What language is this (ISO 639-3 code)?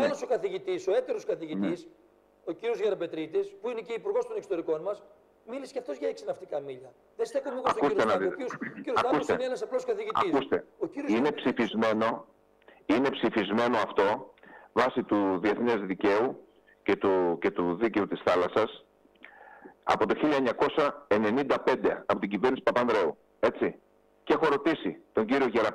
ell